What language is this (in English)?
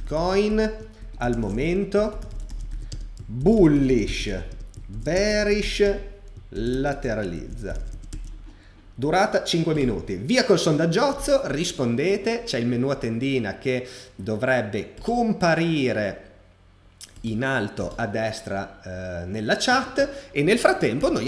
Italian